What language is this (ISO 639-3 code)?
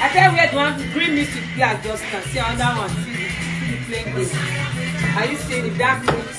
pcm